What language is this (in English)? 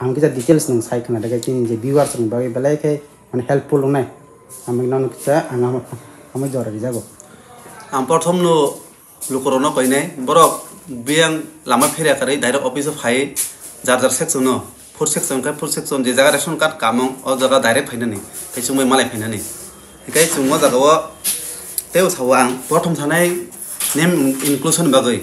Kok Borok